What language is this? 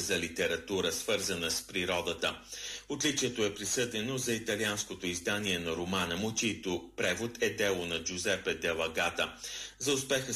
Bulgarian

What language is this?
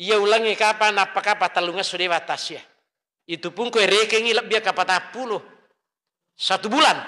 Buginese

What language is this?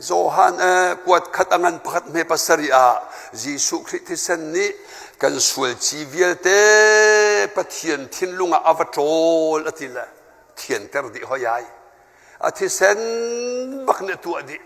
Hakha Chin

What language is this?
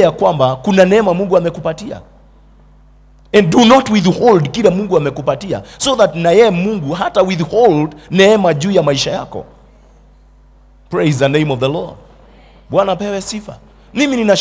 Swahili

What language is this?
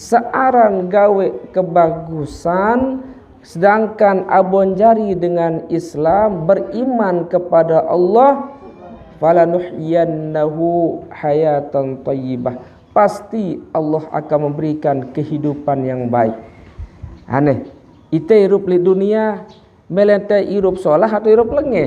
Sasak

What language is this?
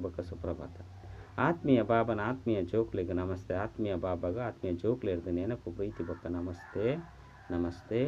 Tulu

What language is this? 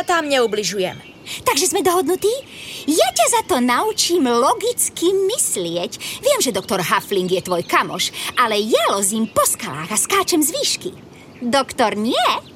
Slovak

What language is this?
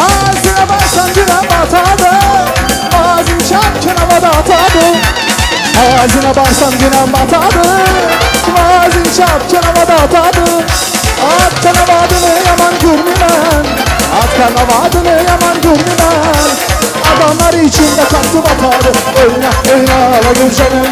Turkmen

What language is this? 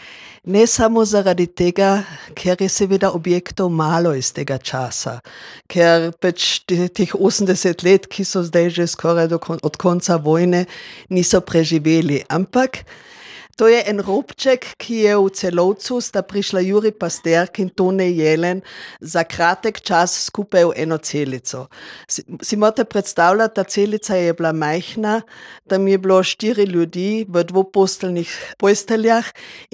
Slovenian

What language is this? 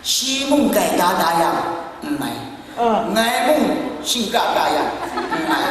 Kachin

